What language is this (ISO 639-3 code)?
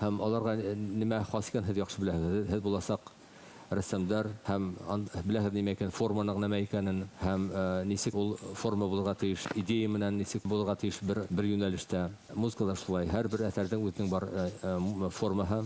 bak